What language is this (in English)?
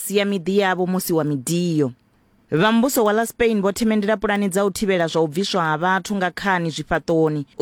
Venda